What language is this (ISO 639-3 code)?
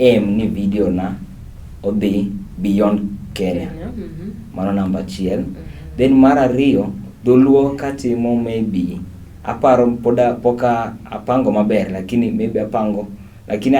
luo